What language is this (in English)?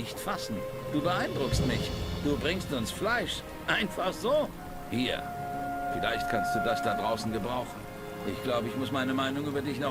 Bavarian